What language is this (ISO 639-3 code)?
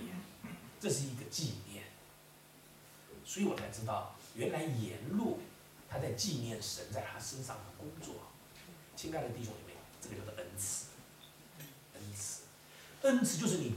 zho